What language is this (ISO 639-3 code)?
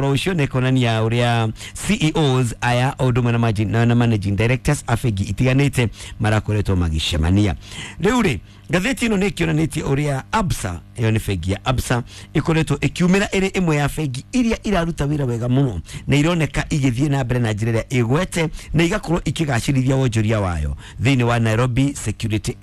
kik